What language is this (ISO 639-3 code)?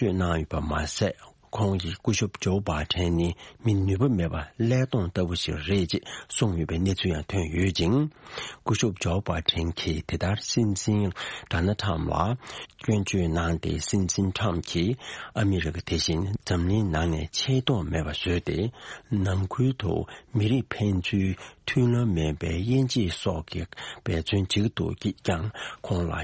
bod